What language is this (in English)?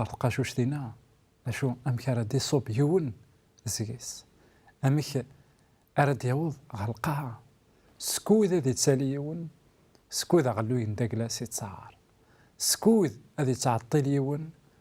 Kabyle